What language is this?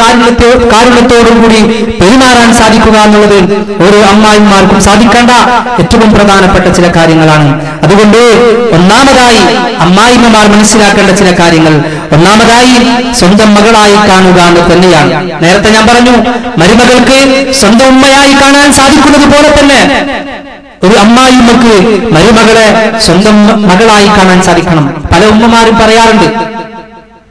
Malayalam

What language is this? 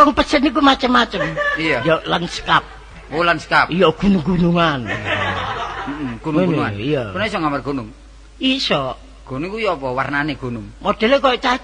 Javanese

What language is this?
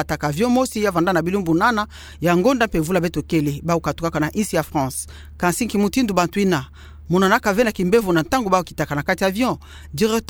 Kituba (Democratic Republic of Congo)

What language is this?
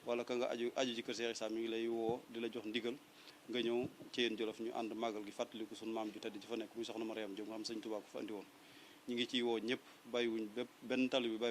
Wolof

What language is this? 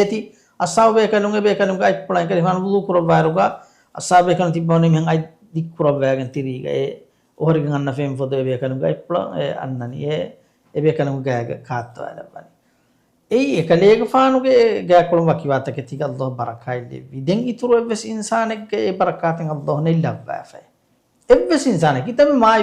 Divehi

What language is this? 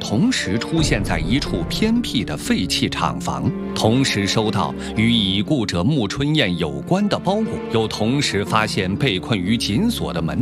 Chinese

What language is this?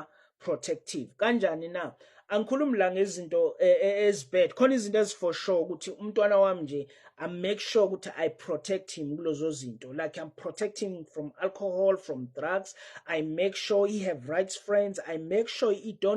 Zulu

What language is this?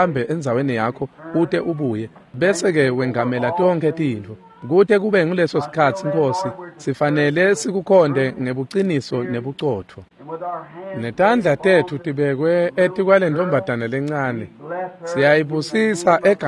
Swati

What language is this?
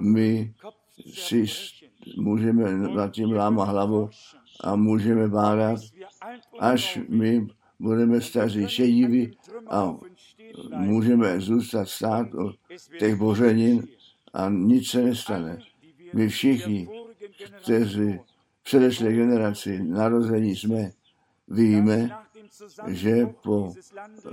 Czech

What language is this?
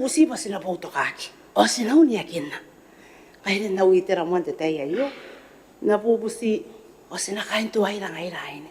Gilbertese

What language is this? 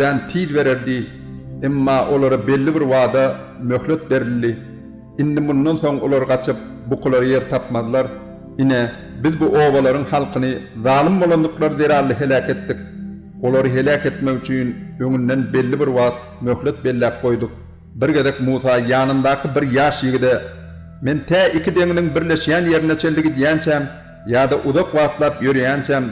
Turkmen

